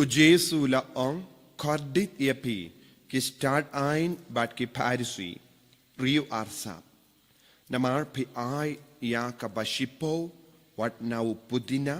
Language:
Khasi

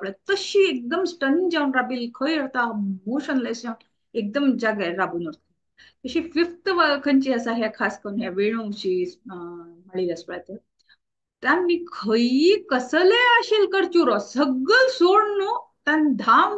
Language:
Konkani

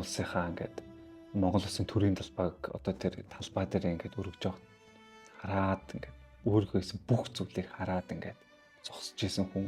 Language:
Mongolian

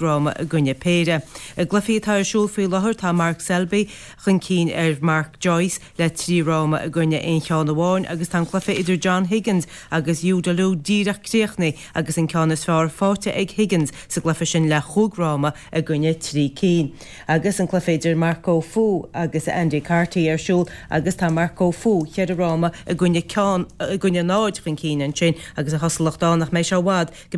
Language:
Irish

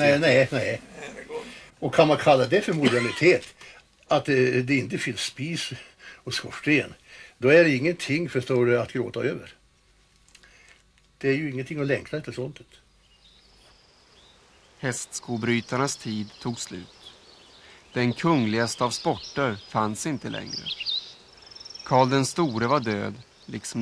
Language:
Swedish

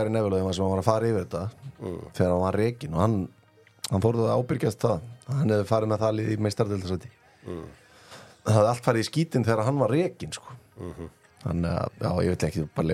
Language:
Icelandic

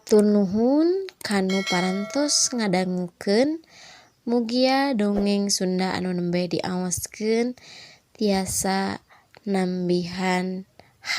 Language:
Sundanese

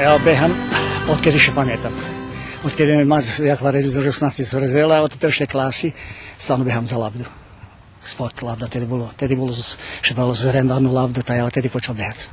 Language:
Rusyn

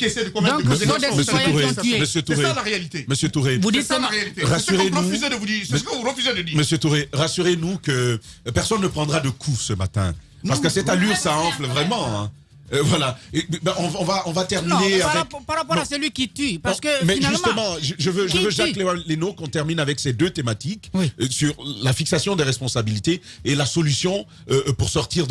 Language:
French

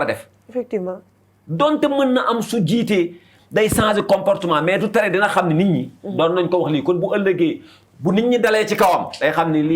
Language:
Wolof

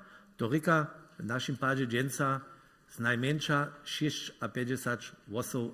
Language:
Upper Sorbian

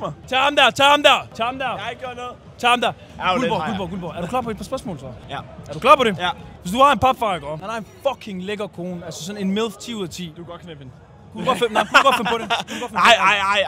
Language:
Danish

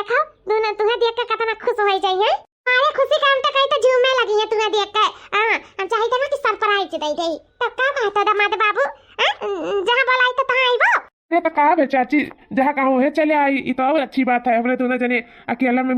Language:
Awadhi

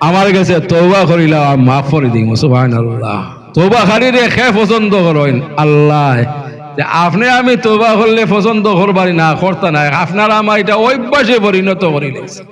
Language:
Sylheti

